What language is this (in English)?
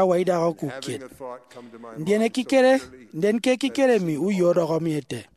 Efik